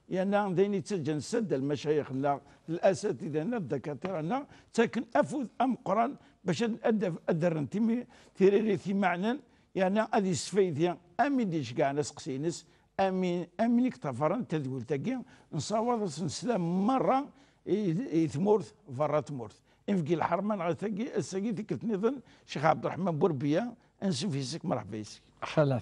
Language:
Kabyle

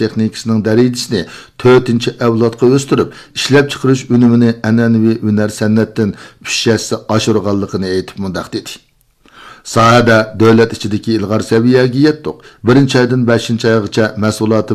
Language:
Uyghur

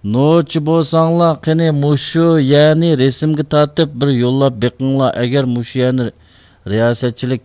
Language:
Uyghur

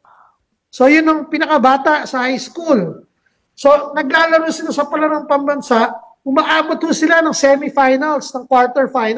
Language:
Filipino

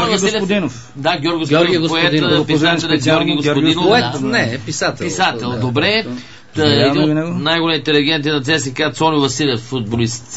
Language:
Bulgarian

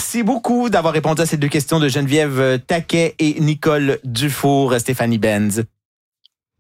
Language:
French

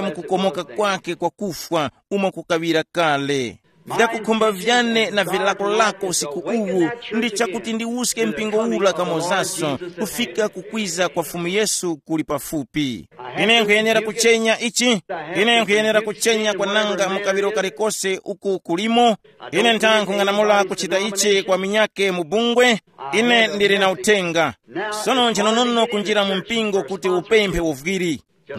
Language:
Tumbuka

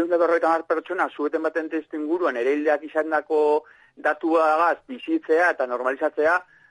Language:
Basque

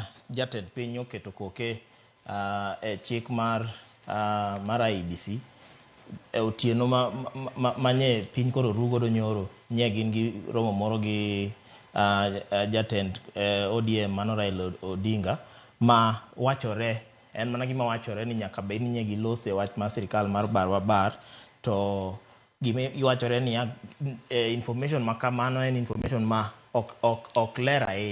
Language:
Luo (Kenya and Tanzania)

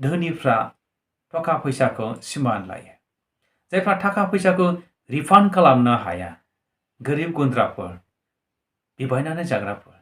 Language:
Bodo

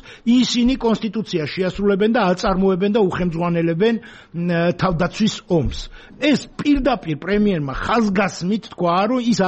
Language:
Georgian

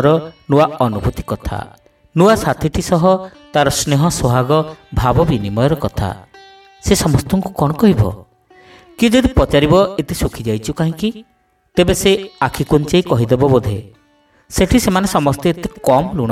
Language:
Odia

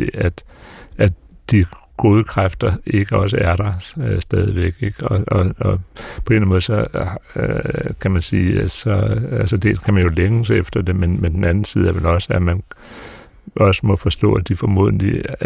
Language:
Danish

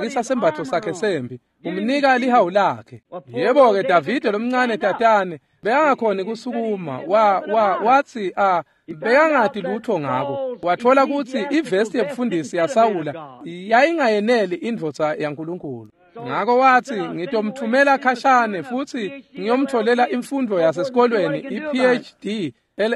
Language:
Swati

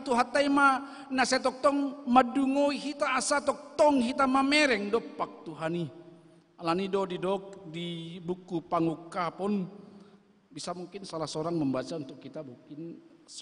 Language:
Batak Toba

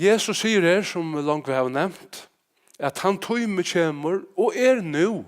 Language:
Faroese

